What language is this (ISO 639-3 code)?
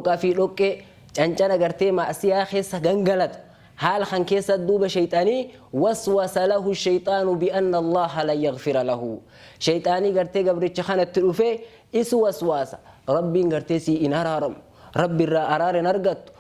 orm